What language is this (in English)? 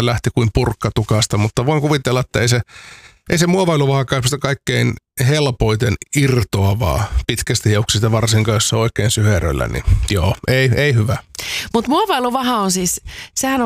Finnish